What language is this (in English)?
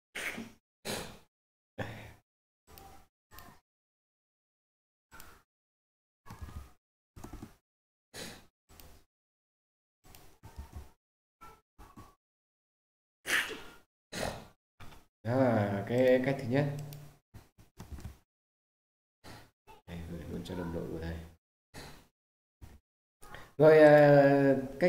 Vietnamese